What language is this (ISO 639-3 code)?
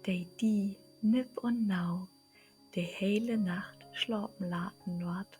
nds